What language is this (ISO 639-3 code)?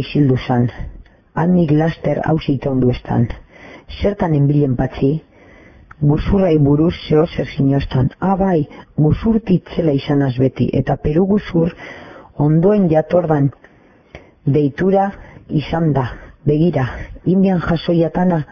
eus